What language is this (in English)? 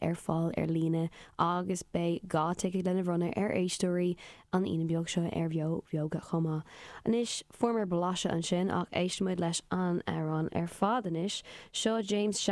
Irish